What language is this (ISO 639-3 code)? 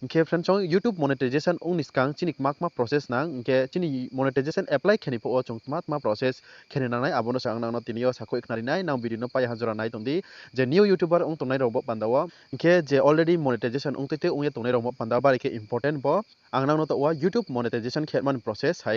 ria